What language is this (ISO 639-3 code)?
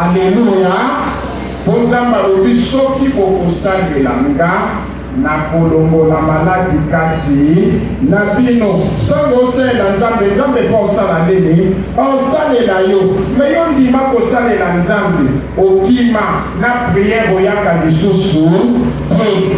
lin